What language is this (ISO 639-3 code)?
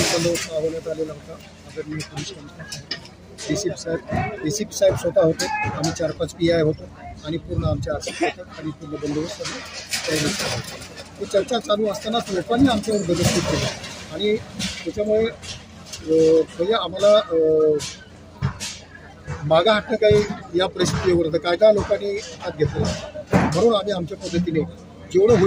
mar